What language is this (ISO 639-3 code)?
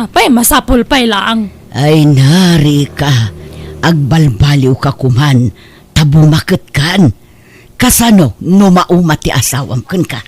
ilo